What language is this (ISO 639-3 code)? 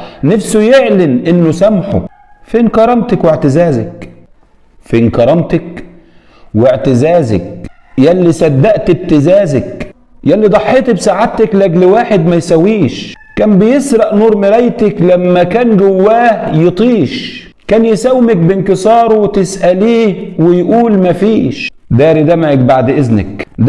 arz